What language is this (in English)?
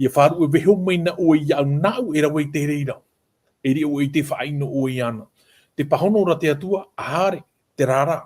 Tahitian